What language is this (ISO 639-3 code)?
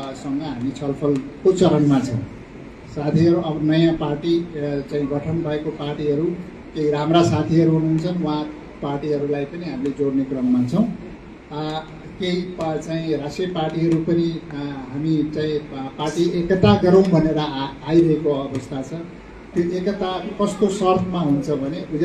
nep